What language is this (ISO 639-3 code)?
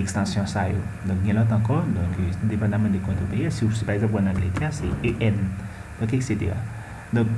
hat